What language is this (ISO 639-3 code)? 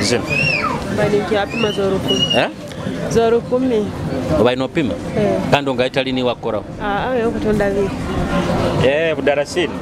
nyo